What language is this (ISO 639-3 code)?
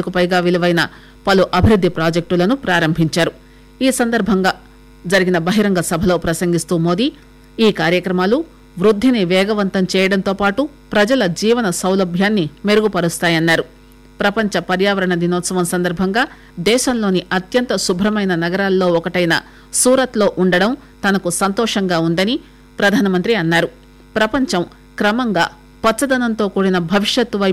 tel